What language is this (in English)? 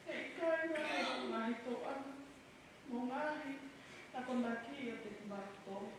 Tongan